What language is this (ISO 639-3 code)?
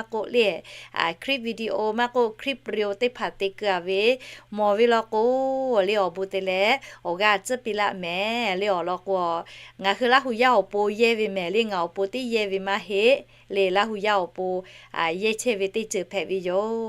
lhu